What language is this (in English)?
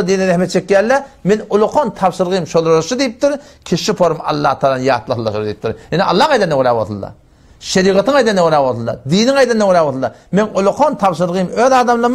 Turkmen